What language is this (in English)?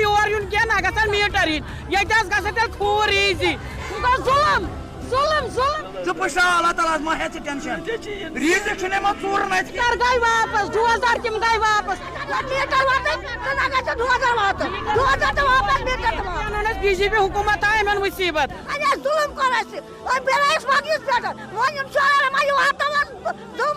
Kashmiri